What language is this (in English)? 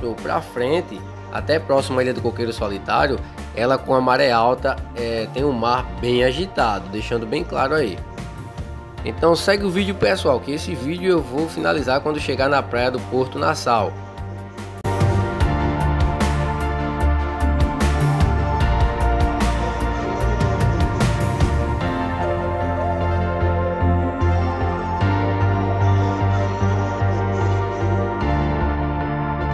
Portuguese